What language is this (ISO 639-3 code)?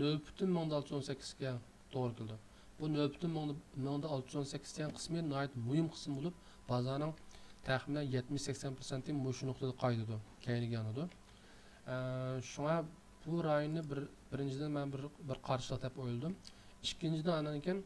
uig